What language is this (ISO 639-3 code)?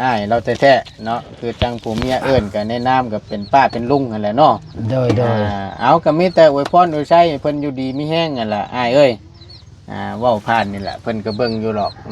tts